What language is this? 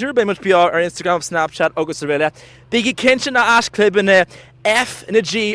Irish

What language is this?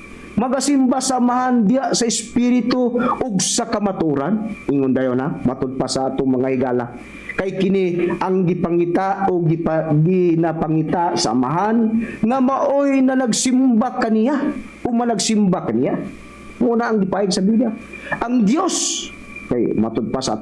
Cebuano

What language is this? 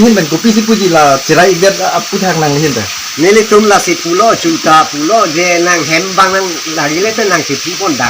Karbi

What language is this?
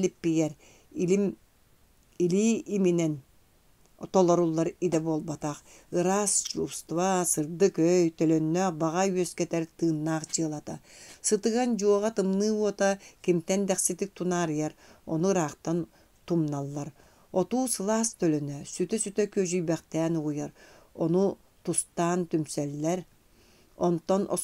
Yakut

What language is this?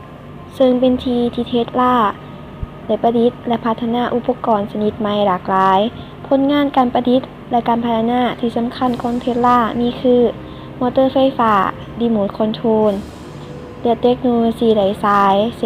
Lao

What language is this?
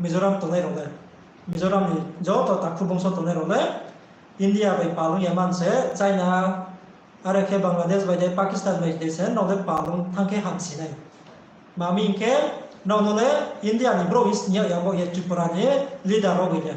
Riang (India)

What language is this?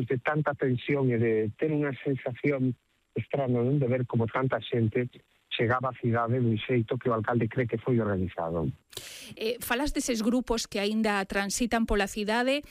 Galician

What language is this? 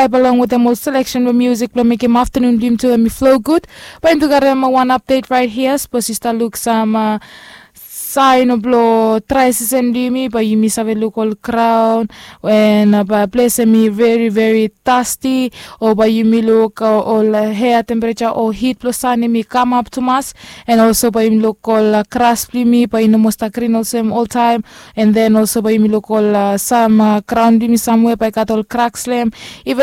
Bislama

